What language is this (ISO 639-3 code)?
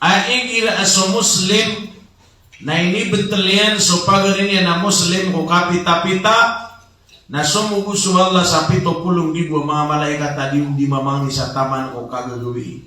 mrw